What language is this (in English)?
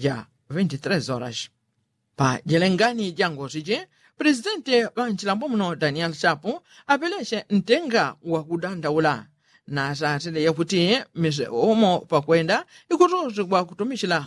Yao